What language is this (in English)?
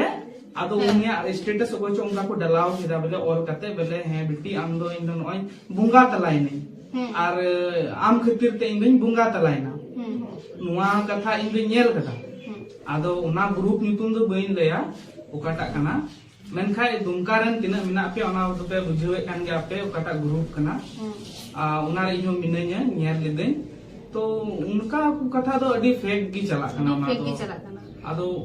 Santali